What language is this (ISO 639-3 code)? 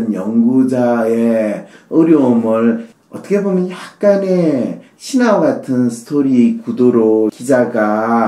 kor